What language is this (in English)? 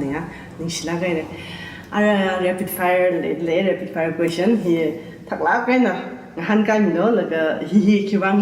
Tangkhul Naga (India)